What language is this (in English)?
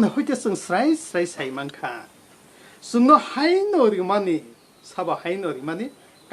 Kok Borok